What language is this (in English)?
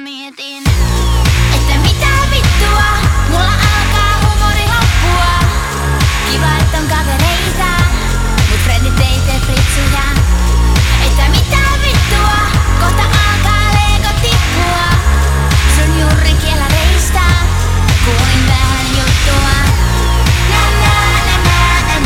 Finnish